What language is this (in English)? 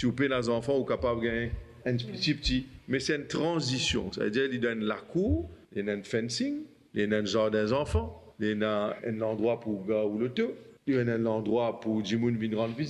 Morisyen